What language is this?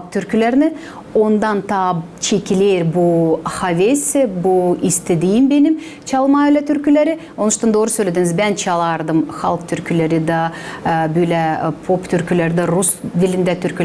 Gagauz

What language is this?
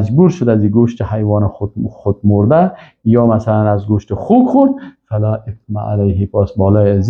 Persian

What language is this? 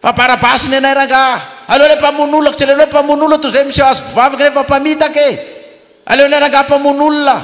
Malagasy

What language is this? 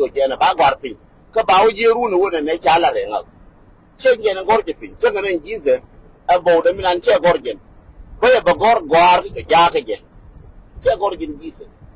Nuer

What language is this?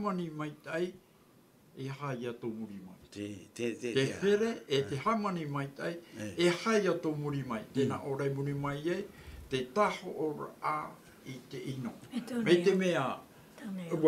Tahitian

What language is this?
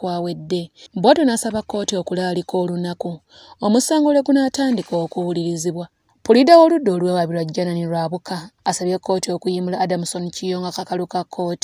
Ganda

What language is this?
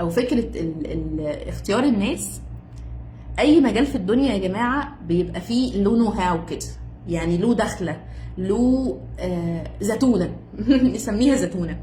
Egyptian Arabic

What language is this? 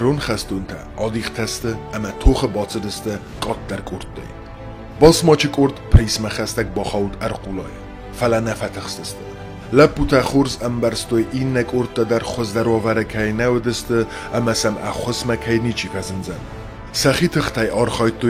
Ossetic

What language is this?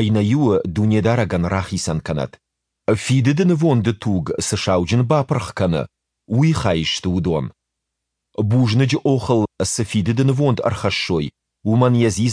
Ossetic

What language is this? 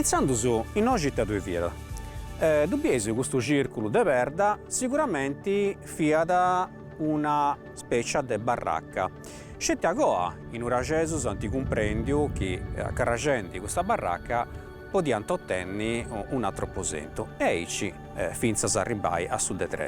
Sardinian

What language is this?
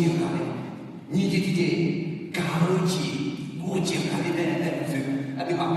Akha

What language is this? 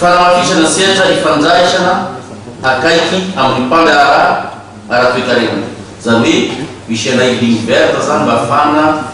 Malagasy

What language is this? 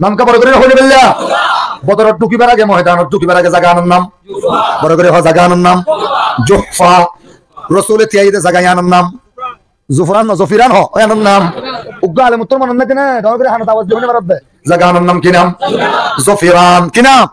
Rohingya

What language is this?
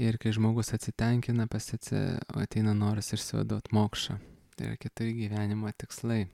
Lithuanian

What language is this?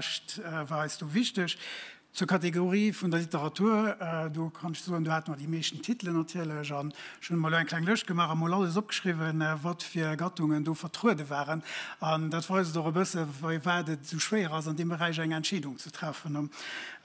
Luxembourgish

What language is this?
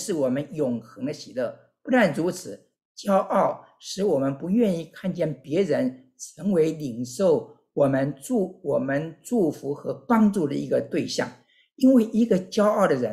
Chinese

